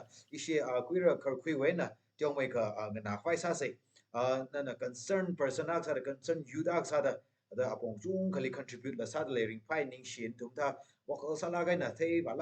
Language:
Tangkhul Naga (India)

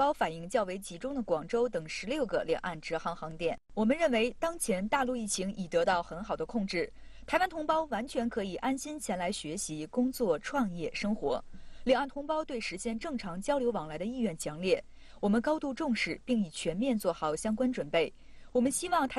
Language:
Chinese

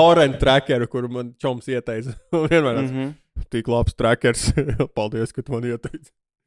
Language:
Latvian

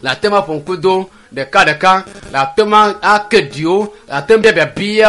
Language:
Ewe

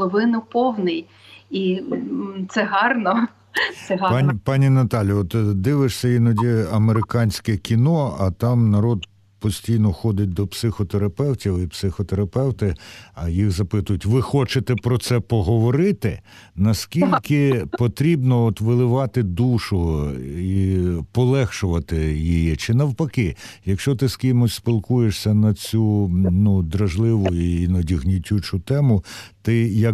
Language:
Ukrainian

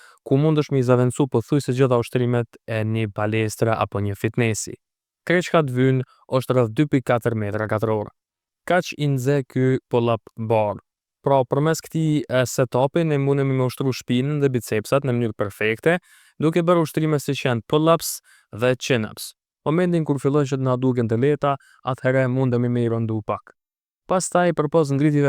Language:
Albanian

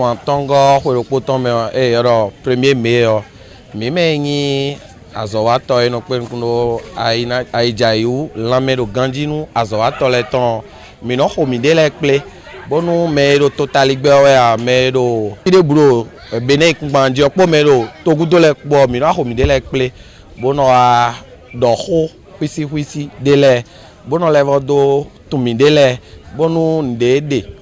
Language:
Fon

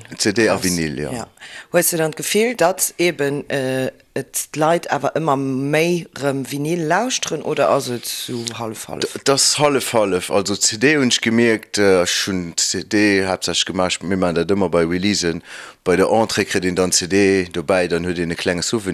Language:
Luxembourgish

